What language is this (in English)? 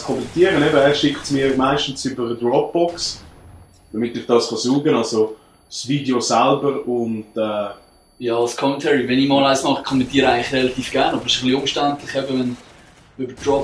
Swiss German